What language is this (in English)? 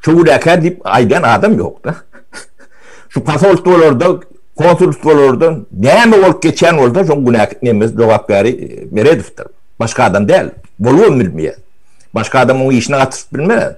Turkmen